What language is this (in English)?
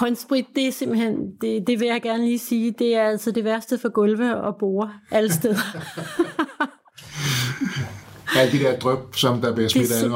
Danish